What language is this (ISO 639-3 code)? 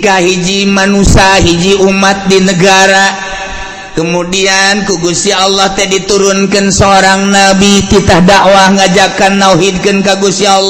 sun